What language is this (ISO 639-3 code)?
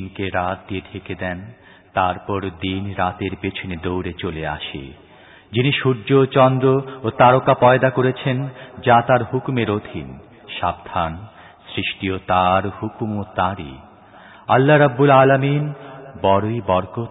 ben